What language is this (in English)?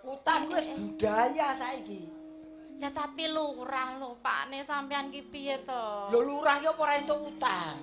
Javanese